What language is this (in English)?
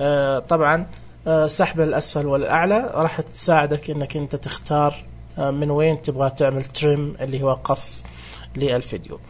Najdi Arabic